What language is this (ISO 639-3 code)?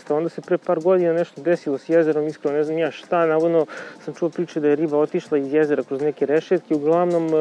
srp